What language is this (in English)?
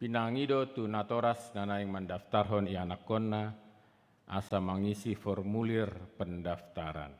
Batak Toba